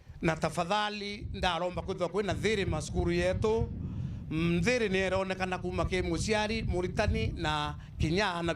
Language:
Meru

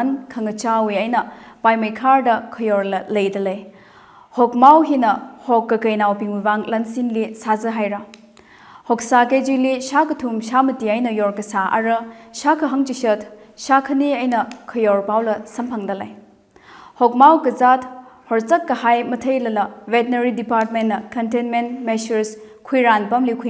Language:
Tangkhul Naga (India)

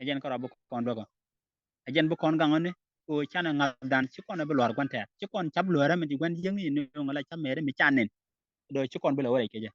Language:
Nuer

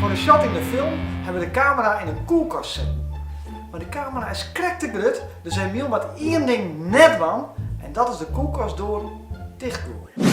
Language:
Western Frisian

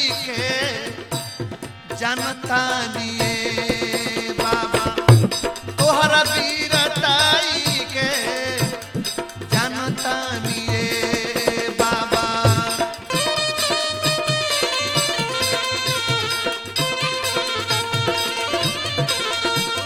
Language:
Bhojpuri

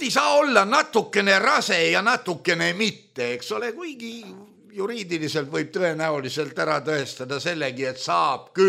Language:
Estonian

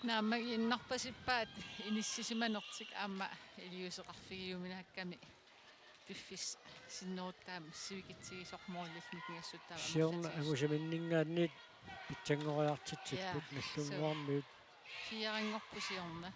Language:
Kalaallisut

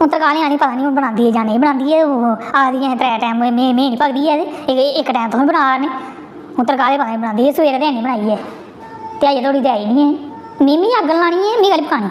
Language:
Dogri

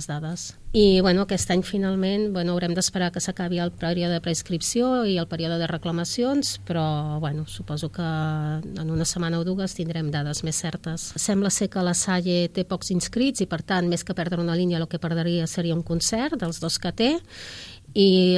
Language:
Catalan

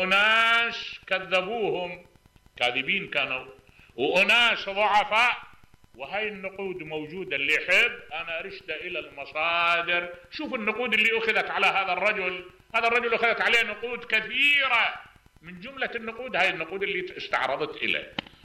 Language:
Mesopotamian Arabic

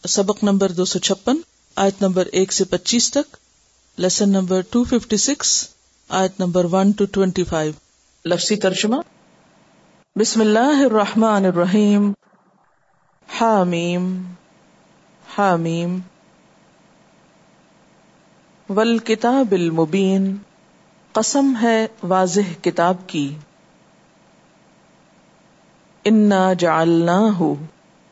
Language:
Urdu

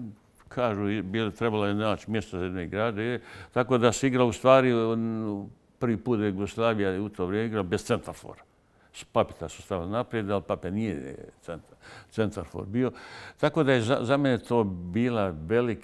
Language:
Bosnian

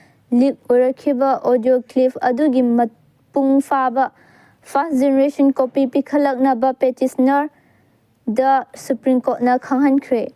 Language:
Manipuri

